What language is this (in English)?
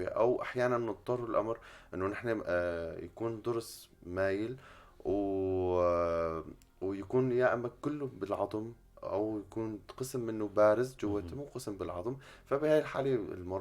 North Levantine Arabic